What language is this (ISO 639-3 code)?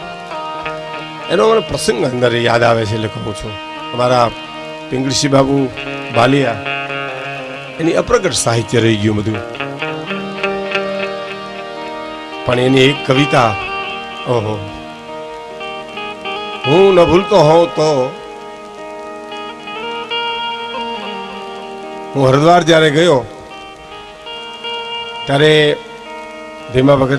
guj